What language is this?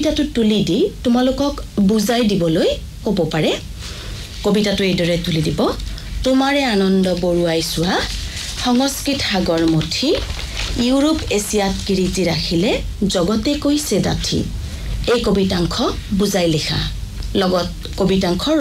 Assamese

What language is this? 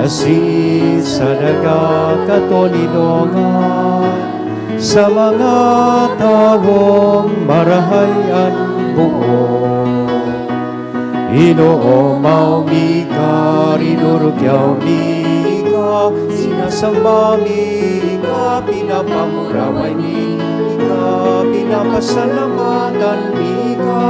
Bikol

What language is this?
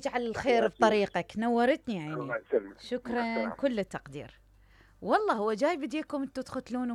Mesopotamian Arabic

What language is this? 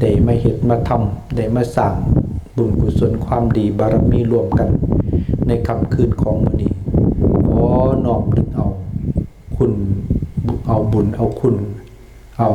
Lao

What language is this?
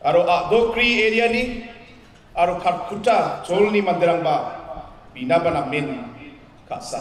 Garo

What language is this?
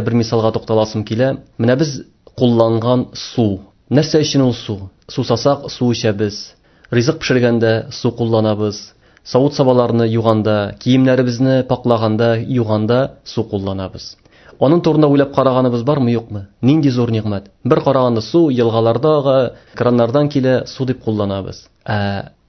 Tatar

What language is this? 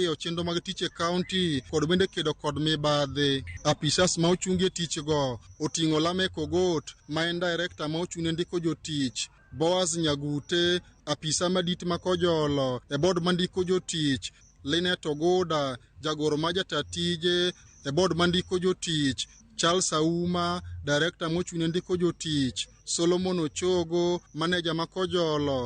Luo (Kenya and Tanzania)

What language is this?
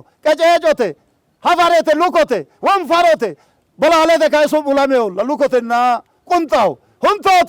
Sidamo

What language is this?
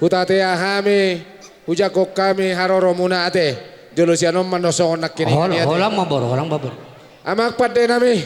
Batak Toba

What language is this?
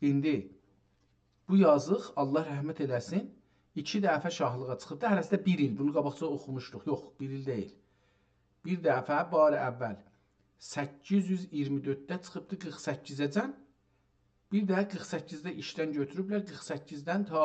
South Azerbaijani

